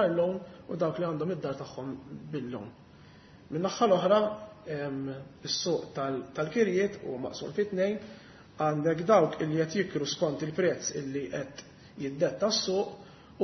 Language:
Maltese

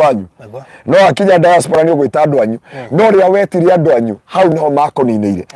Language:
Kikuyu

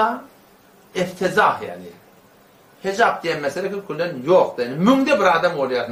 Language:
Turkmen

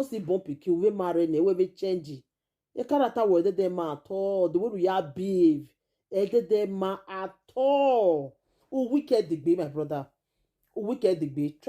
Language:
Nigerian Pidgin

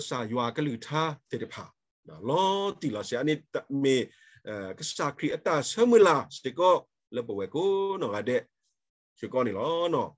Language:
S'gaw Karen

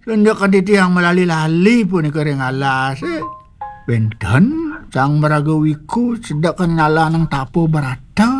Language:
Balinese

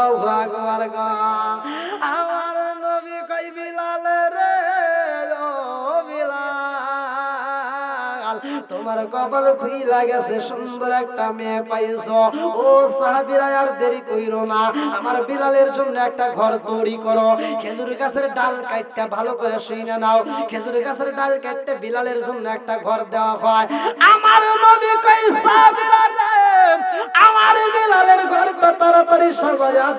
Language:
Bangla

